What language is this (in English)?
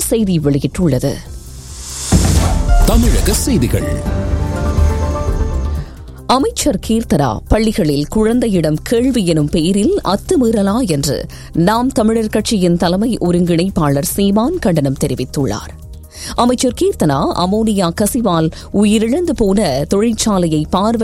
Tamil